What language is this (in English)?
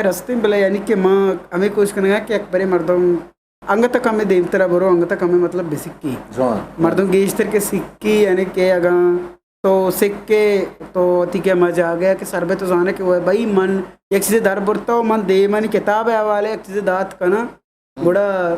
Eastern Balochi